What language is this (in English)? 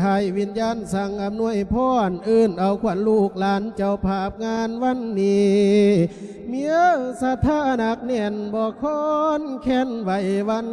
Lao